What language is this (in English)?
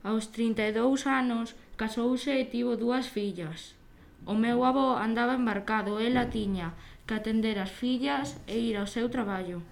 Galician